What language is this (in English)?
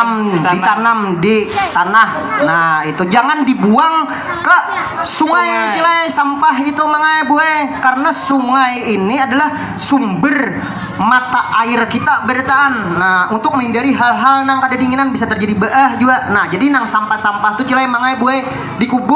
Banjar